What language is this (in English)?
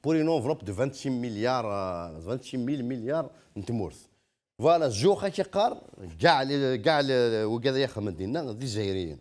Kabyle